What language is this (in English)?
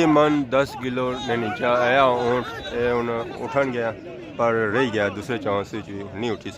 Pahari-Potwari